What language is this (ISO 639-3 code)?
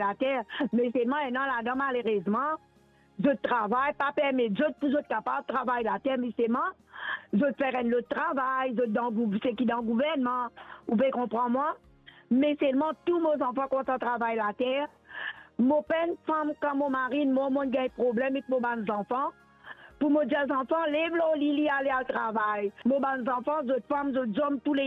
mfe